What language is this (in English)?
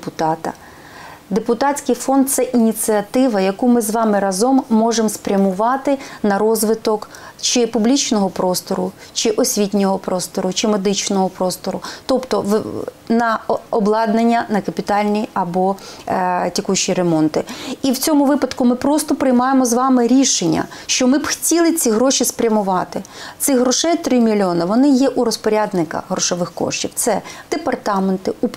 Ukrainian